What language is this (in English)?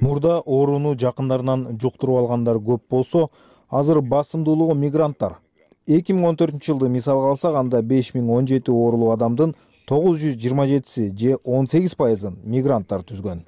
Kyrgyz